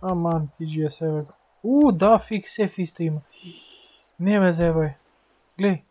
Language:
Macedonian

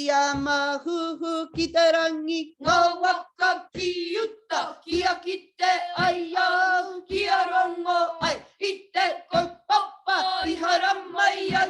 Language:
Māori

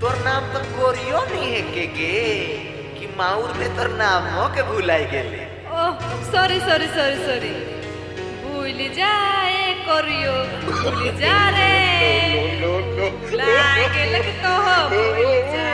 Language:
Sadri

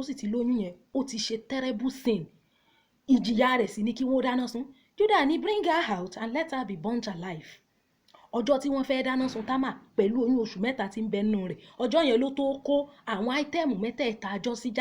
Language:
Yoruba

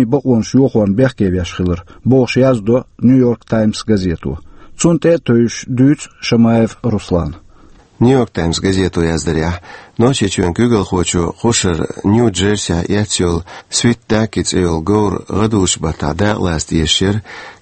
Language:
Chechen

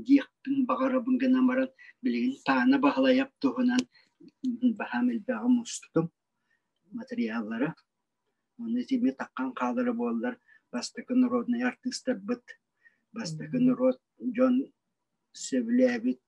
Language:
Yakut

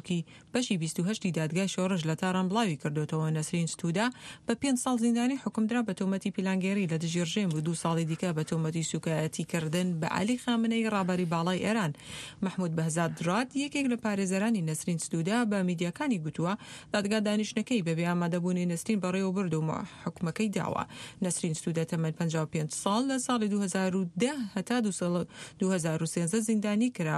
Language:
Central Kurdish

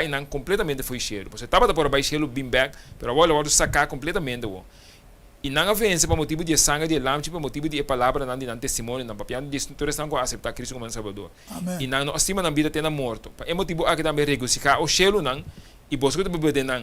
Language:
Papiamento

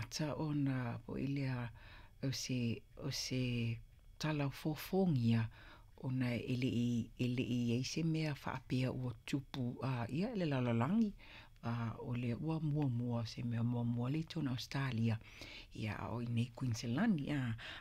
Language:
Samoan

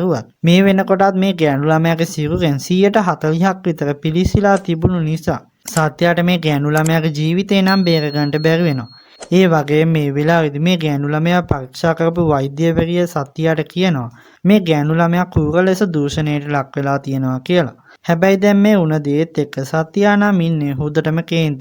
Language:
Sinhala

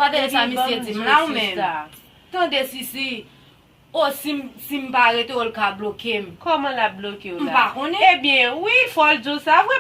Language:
Haitian Creole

